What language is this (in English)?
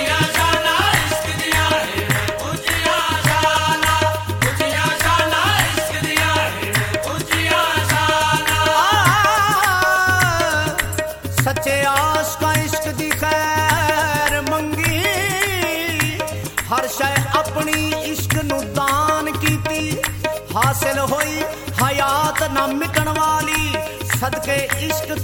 Punjabi